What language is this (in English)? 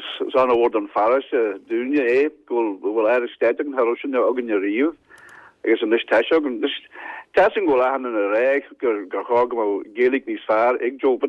Irish